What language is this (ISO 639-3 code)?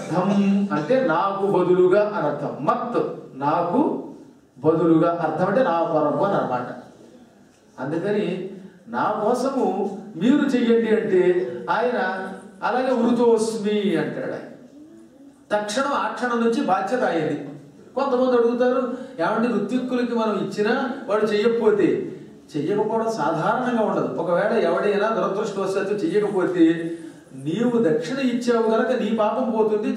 tel